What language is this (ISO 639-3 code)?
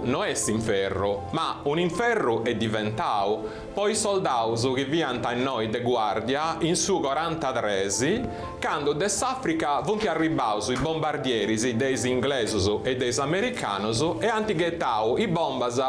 srd